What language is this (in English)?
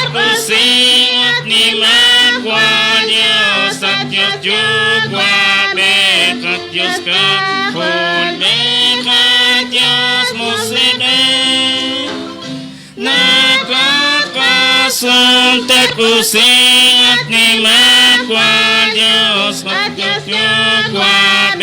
Kekchí